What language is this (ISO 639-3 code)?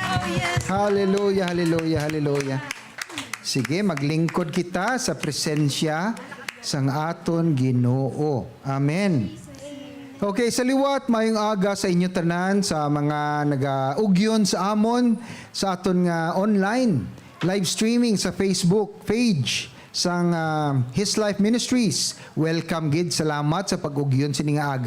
hil